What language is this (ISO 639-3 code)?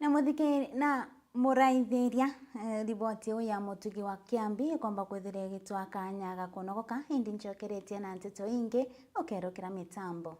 mer